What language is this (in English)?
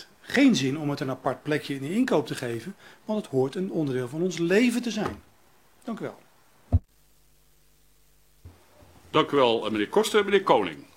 Dutch